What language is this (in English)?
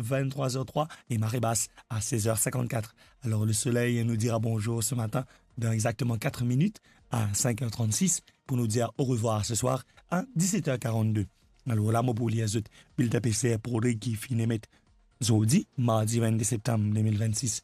Morisyen